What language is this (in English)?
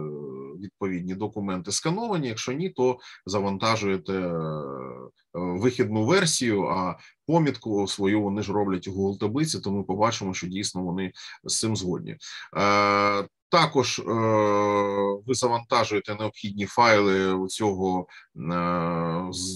Ukrainian